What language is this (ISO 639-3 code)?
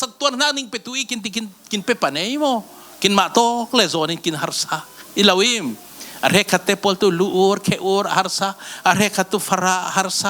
cfm